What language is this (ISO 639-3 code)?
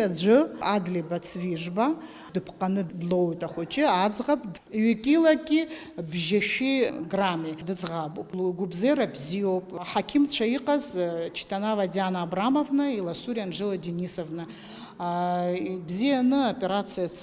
abk